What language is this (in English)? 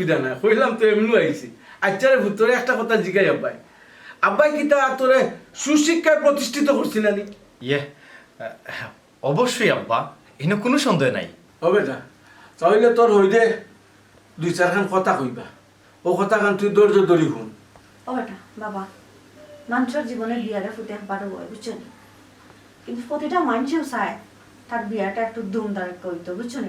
Sylheti